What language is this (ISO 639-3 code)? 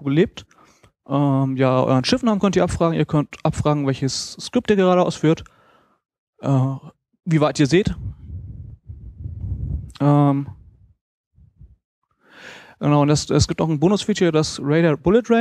deu